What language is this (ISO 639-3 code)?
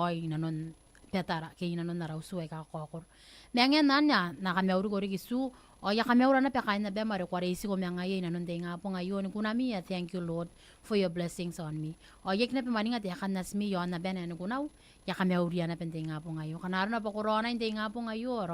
gil